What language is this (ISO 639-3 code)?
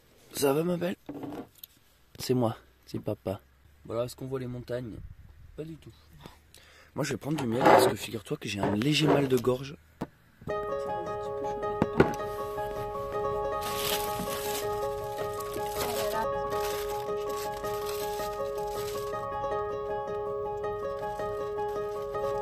fra